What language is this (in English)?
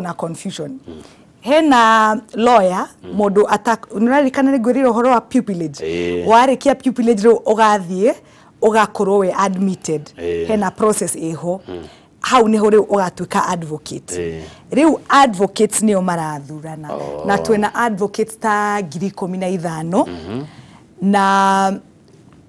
Kikuyu